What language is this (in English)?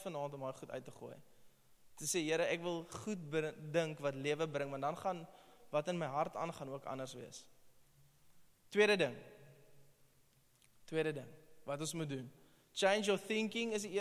Afrikaans